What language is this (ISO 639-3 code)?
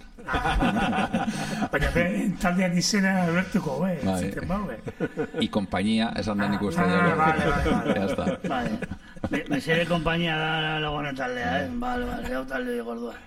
eus